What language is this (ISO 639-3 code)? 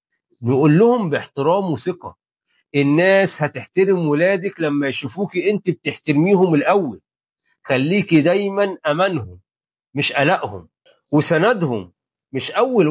arz